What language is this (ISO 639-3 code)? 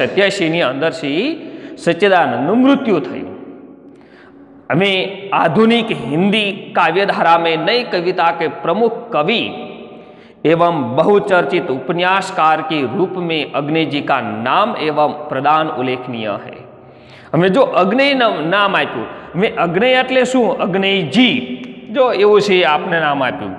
guj